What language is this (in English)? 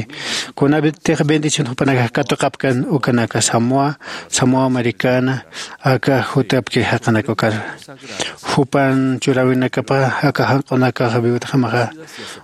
Aymara